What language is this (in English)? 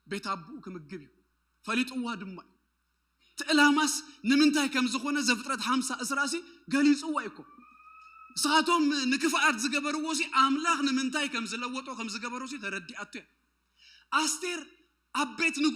Tigrinya